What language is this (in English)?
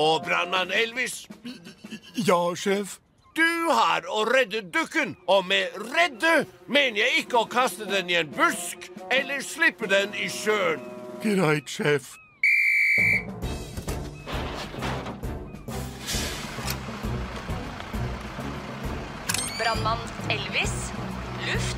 Norwegian